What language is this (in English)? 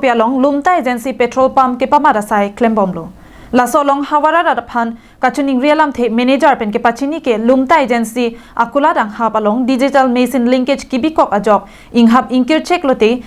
Karbi